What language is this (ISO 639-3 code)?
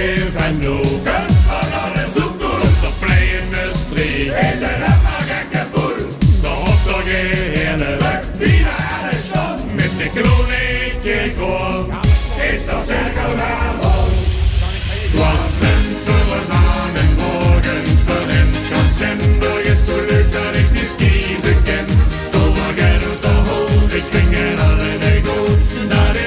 lim